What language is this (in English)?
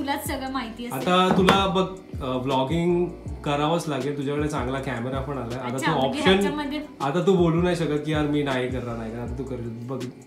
Marathi